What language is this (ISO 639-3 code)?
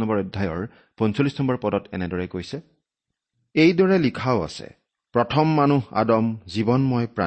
asm